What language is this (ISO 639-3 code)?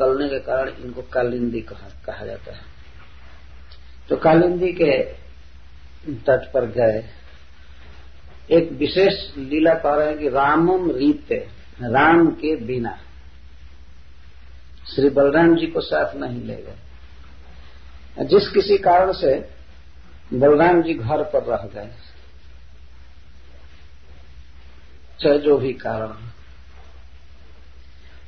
hin